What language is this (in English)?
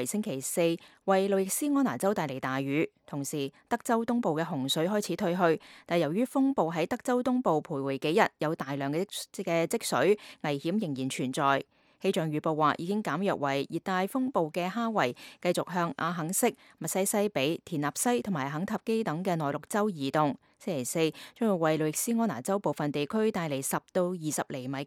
Cantonese